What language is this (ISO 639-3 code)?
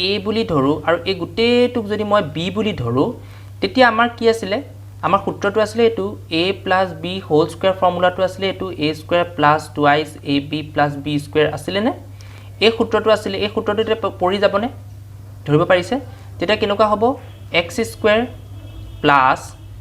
asm